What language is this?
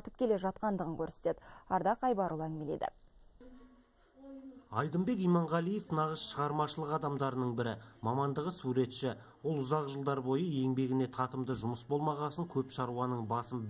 Kazakh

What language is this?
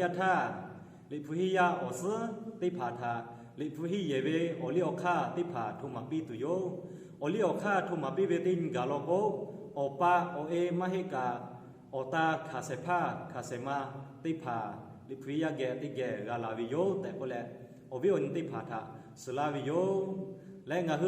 Lahu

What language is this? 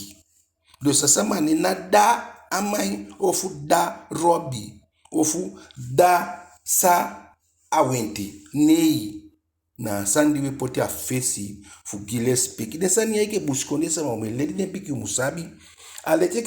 Eastern Maroon Creole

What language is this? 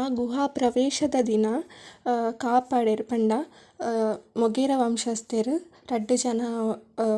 Tulu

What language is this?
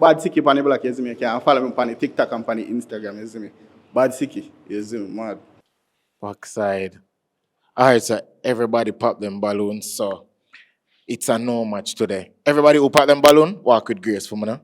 Jamaican Creole English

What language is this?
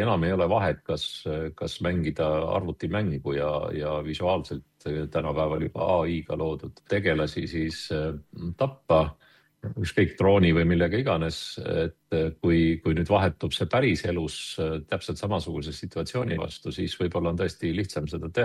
Estonian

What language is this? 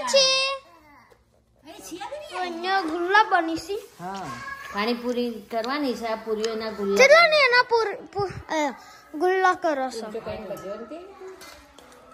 Gujarati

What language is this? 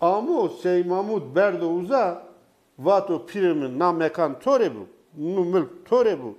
Zaza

